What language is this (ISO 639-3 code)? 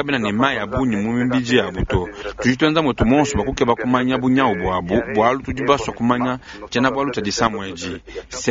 lua